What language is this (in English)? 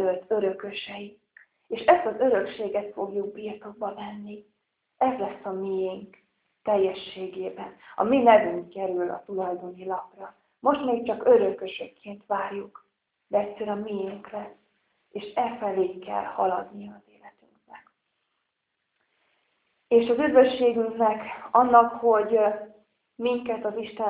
Hungarian